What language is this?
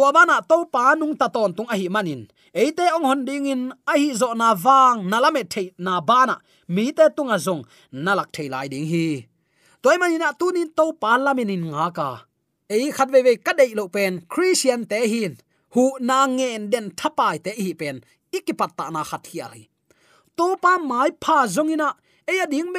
Tedim Chin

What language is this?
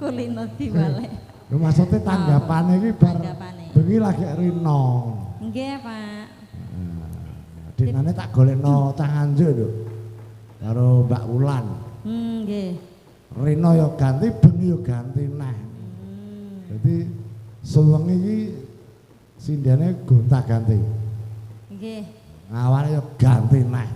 Javanese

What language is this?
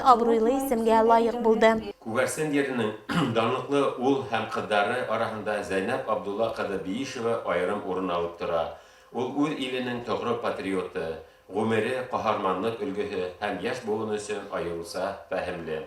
Bashkir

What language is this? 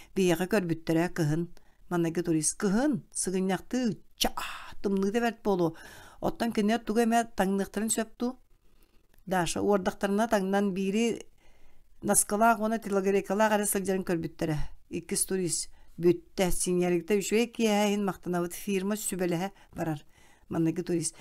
Yakut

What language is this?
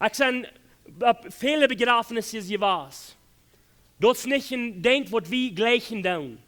Plautdietsch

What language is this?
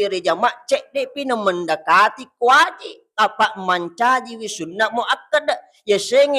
Buginese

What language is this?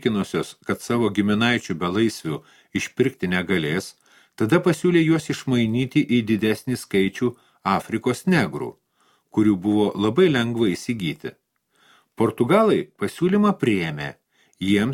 Lithuanian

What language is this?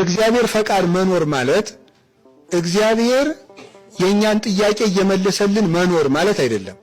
Amharic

